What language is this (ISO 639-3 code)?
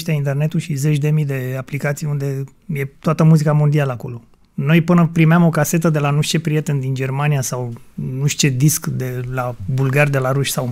ron